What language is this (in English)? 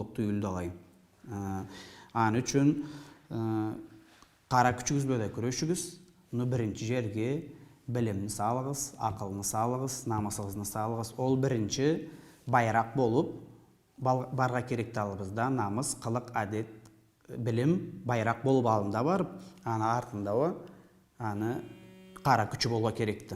Karachay-Balkar